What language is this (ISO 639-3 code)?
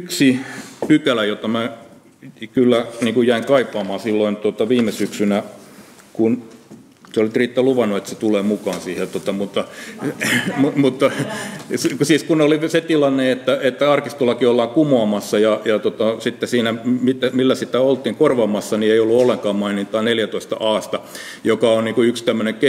fin